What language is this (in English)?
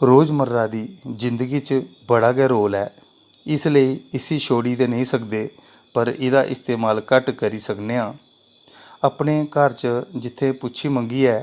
Dogri